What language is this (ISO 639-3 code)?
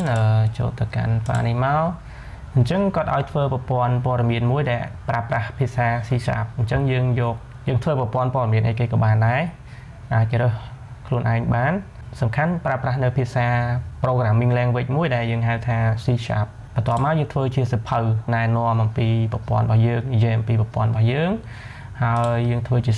khm